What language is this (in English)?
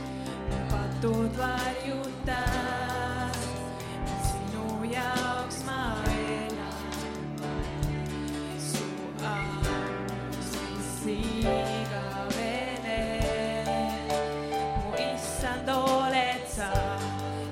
Estonian